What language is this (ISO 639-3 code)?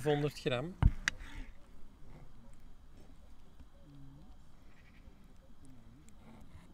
nld